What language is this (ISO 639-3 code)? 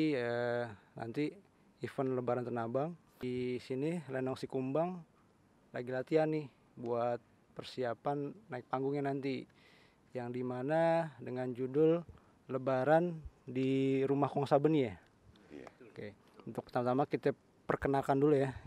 bew